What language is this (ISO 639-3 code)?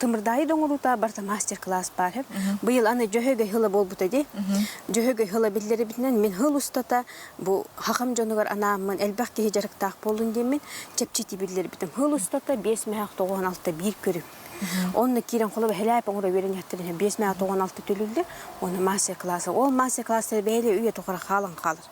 sah